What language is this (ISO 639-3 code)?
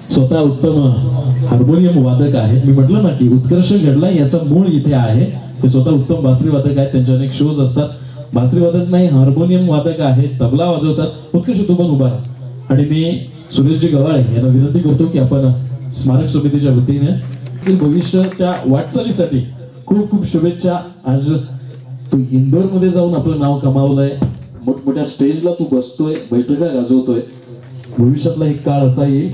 mar